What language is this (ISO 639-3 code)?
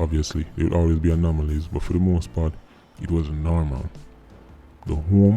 jam